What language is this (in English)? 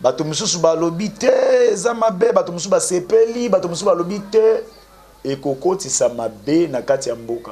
Lingala